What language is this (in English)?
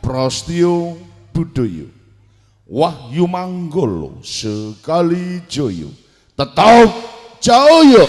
Javanese